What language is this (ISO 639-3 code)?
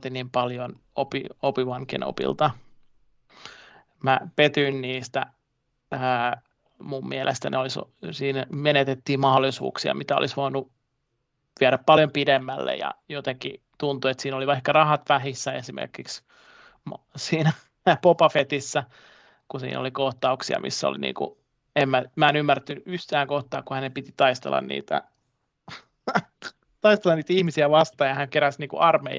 fin